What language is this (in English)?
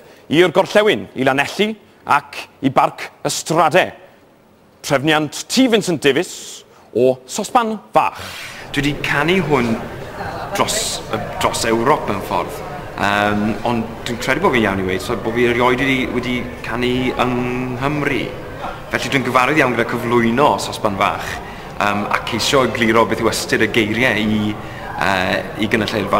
Welsh